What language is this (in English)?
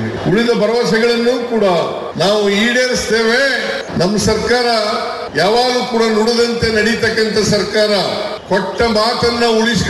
Kannada